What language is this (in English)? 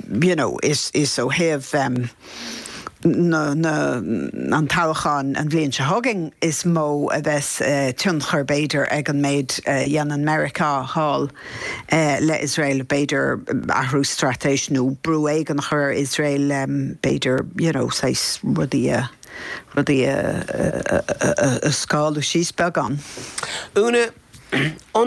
Irish